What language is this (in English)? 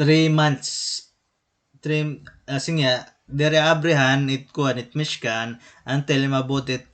Waray